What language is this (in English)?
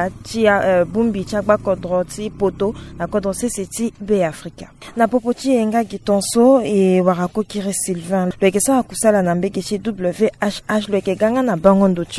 Sango